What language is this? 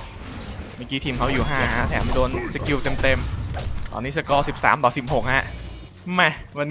Thai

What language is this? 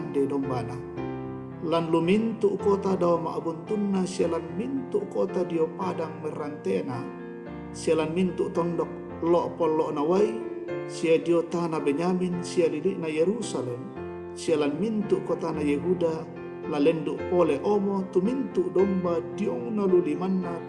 Toraja-Sa'dan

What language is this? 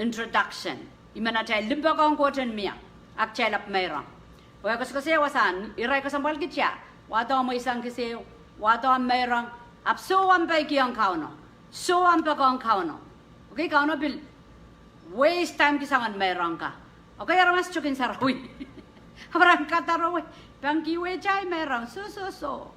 Pohnpeian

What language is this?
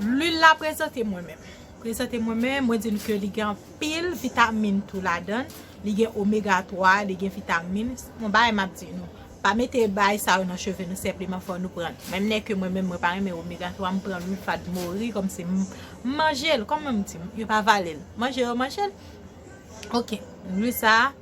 Haitian Creole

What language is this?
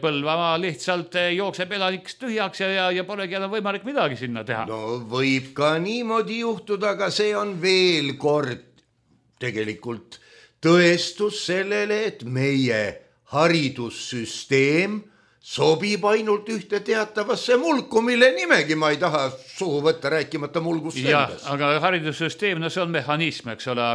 Estonian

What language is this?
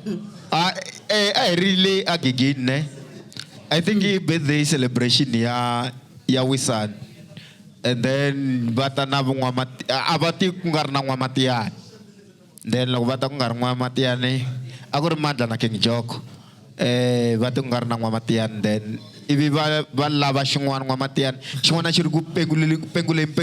Tsonga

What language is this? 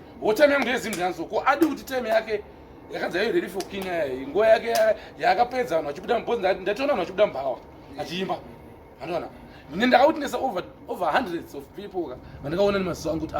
Shona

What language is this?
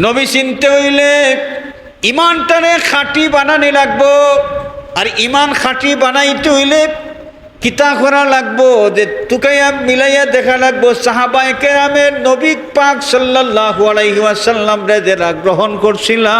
Sylheti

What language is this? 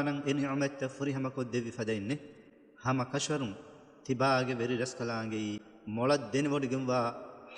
Divehi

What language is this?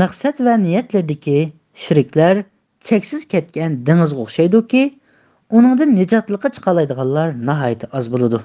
Uyghur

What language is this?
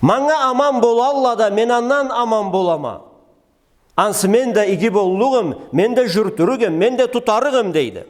Karachay-Balkar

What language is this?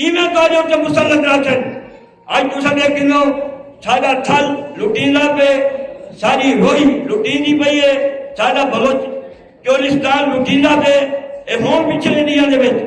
Saraiki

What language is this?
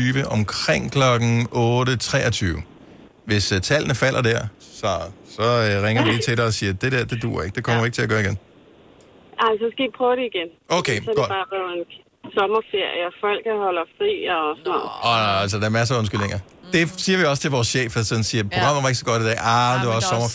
Danish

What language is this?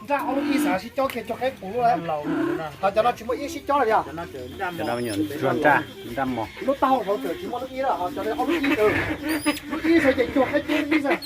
Hmong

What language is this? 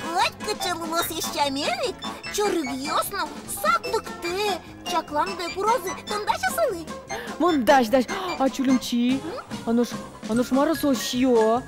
Udmurt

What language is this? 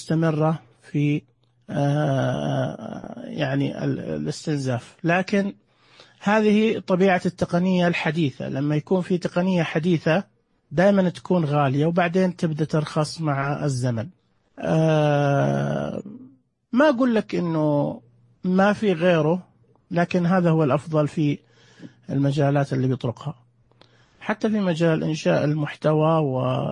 Najdi Arabic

